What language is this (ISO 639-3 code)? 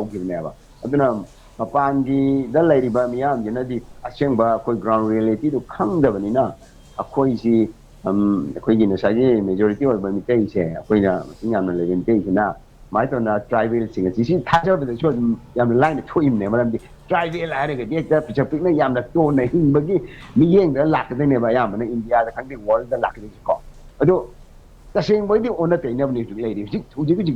mni